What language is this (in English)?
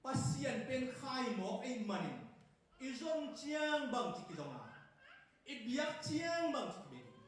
Tedim Chin